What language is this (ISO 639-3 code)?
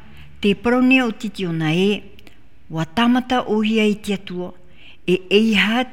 tah